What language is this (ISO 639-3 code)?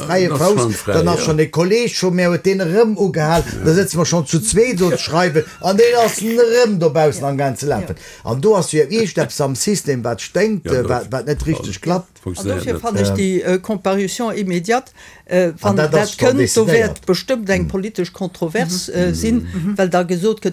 ltz